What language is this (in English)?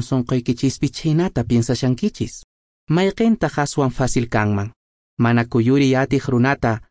Quechua